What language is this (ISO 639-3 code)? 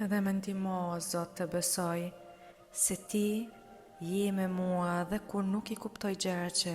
sqi